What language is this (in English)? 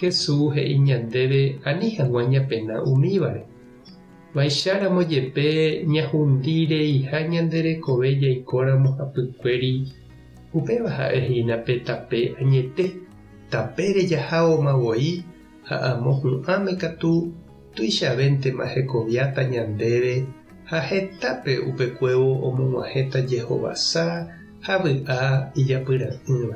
Guarani